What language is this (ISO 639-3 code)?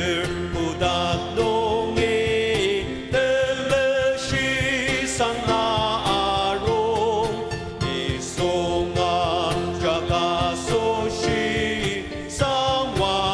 njo